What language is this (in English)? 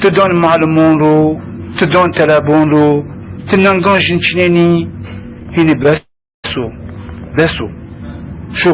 Zaza